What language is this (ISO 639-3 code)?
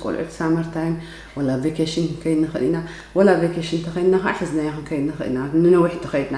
tir